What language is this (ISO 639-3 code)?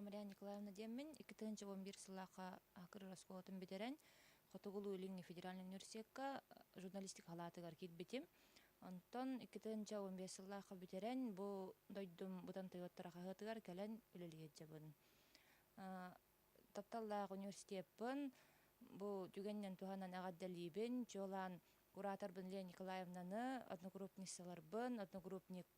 sah